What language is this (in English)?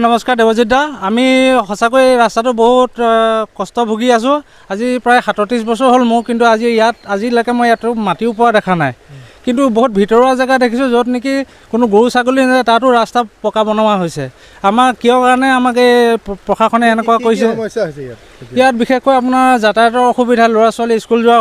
Assamese